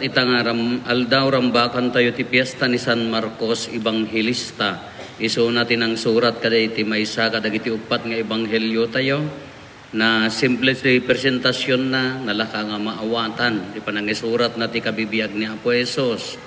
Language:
Iloko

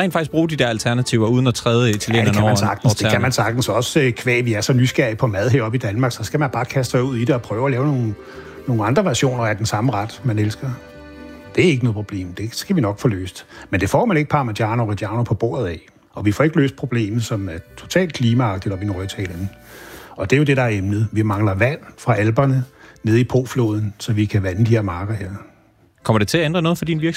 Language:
Danish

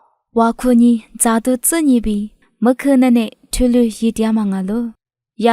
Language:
Lisu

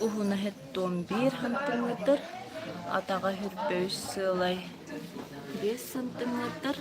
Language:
Yakut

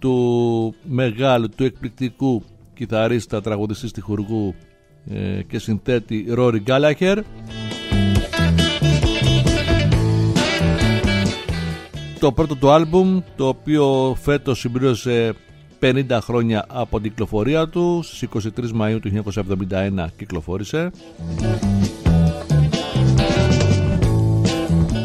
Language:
Greek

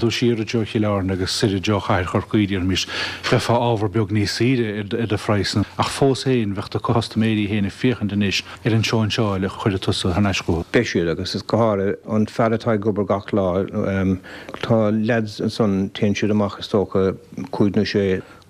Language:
Irish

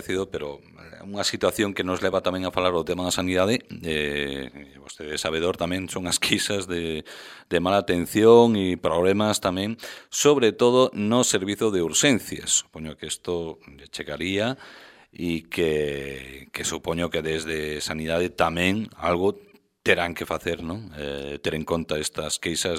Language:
Galician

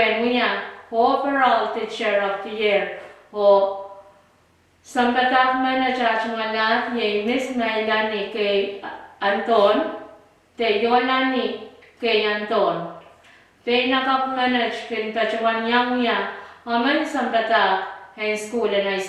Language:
Pohnpeian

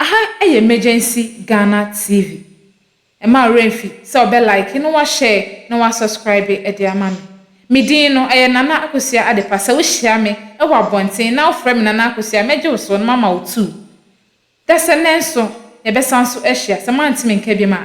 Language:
Akan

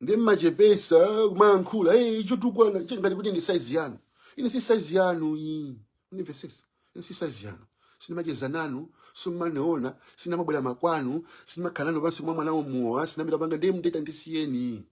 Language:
Nyanja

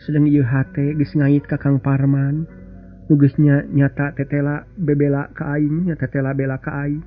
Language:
Sundanese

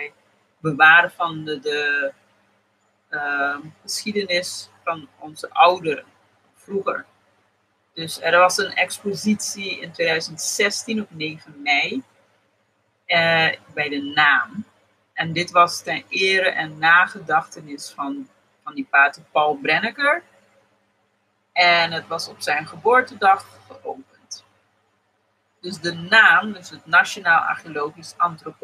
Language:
Dutch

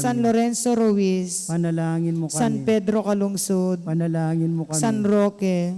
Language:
Pampanga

